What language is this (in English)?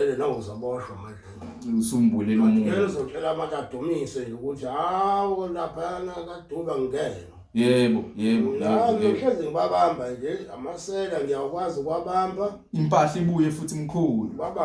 Zulu